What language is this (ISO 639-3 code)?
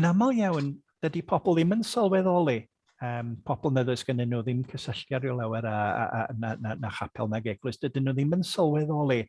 cym